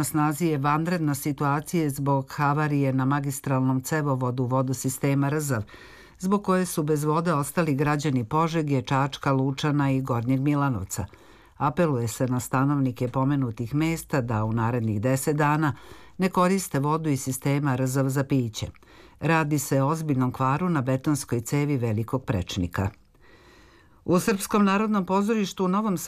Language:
Serbian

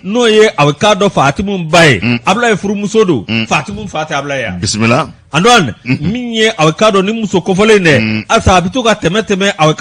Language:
Bambara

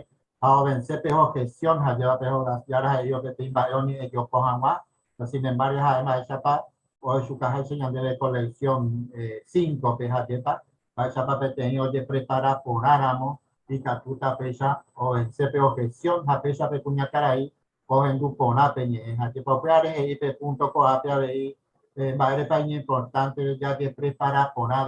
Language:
Guarani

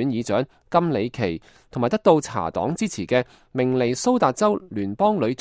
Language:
Cantonese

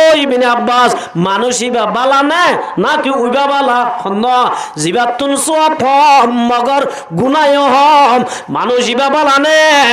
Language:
Rohingya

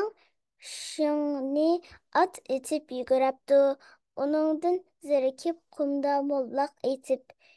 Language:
Uyghur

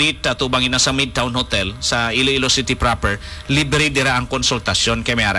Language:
Hiligaynon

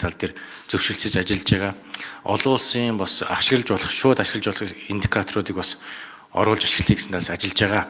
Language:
Mongolian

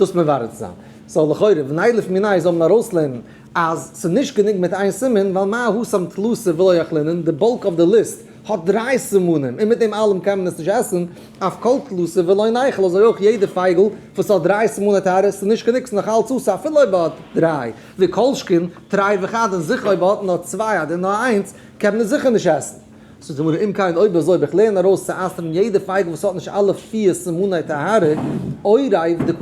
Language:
Yiddish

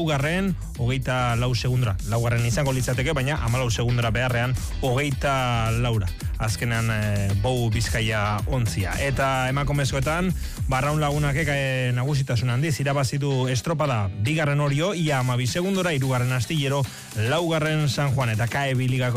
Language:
Basque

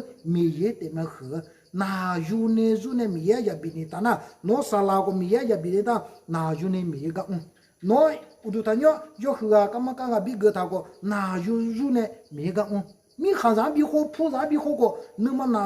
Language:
Akha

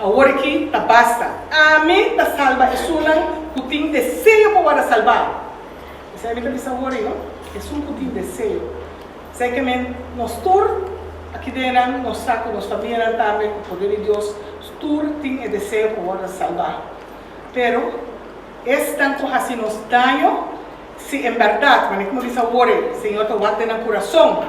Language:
Papiamento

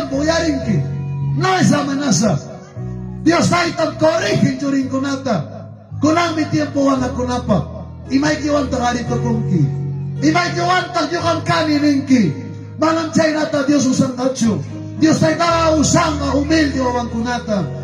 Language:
Ayacucho Quechua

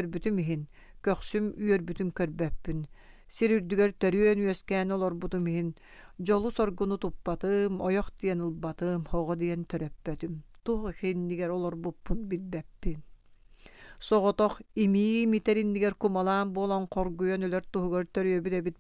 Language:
Yakut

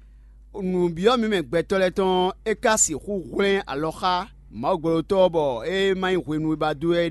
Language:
Fon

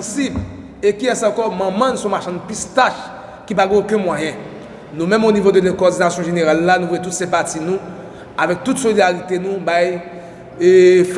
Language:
Haitian Creole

